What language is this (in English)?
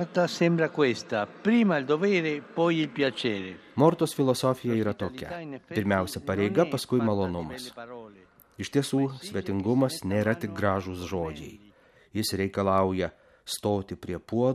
Lithuanian